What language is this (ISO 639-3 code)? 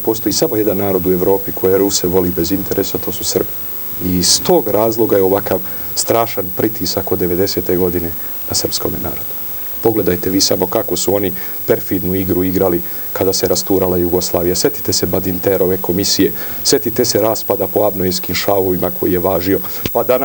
srp